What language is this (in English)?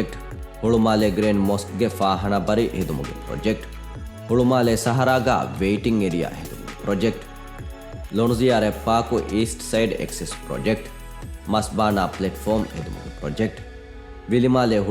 Divehi